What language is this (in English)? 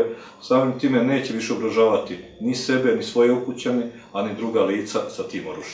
Serbian